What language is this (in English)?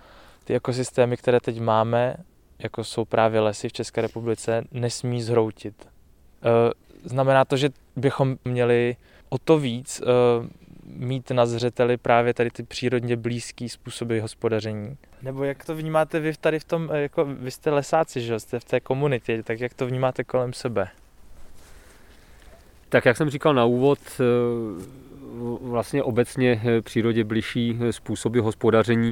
Czech